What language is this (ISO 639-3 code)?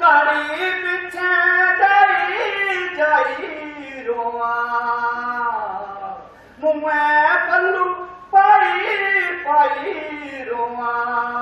doi